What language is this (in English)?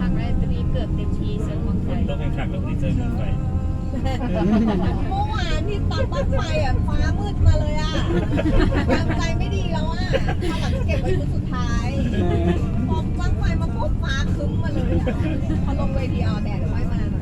Lao